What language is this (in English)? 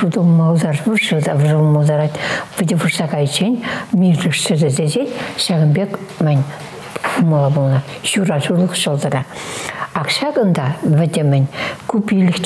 Chuvash